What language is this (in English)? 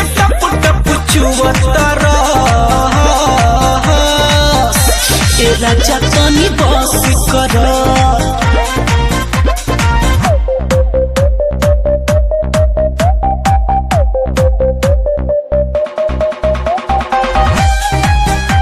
Bhojpuri